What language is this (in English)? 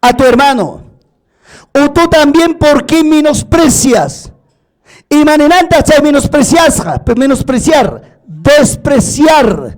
Ayacucho Quechua